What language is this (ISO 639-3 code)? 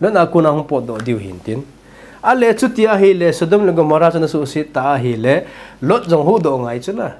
tcz